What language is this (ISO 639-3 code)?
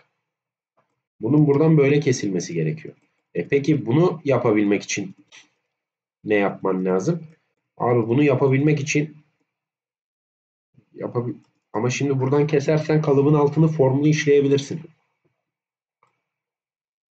tur